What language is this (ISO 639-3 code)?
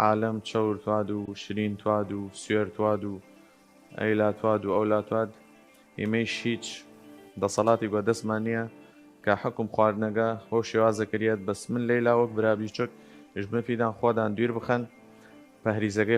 sdh